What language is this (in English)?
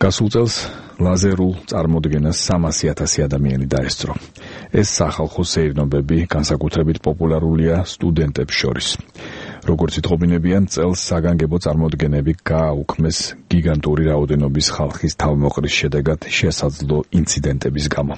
Georgian